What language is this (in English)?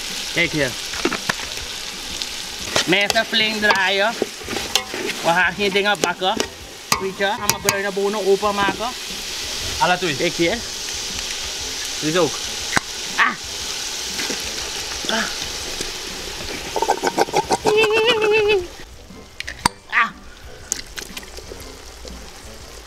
Dutch